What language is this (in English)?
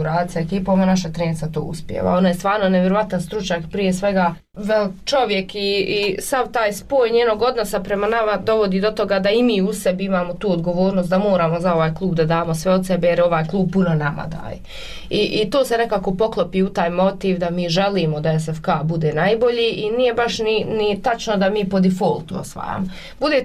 Bosnian